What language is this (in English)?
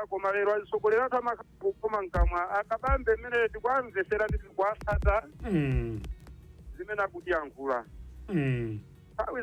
Nyanja